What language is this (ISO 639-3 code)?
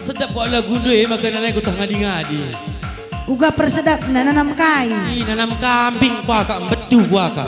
btx